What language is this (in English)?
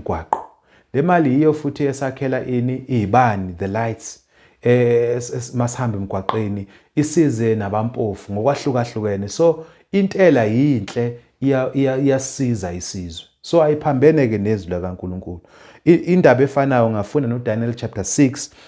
Zulu